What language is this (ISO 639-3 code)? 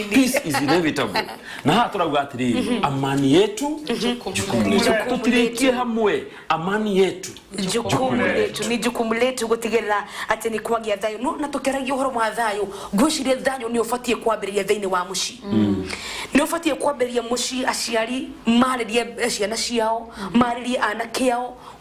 kik